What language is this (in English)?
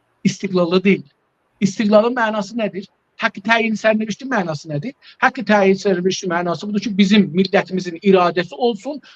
South Azerbaijani